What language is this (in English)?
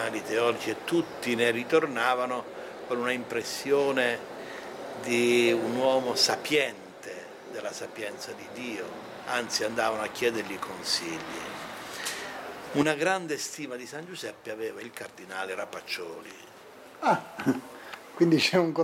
Italian